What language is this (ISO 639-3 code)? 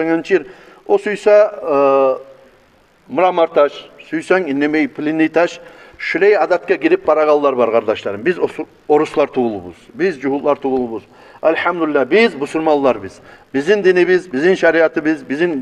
kum